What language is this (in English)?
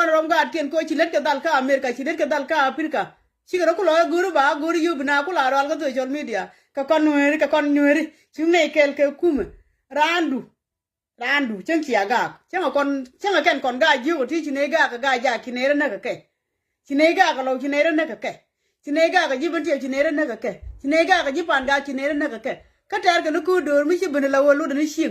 Nuer